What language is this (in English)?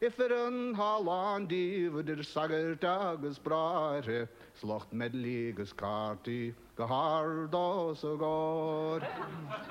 Irish